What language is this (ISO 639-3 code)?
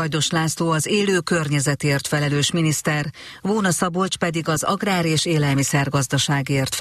hun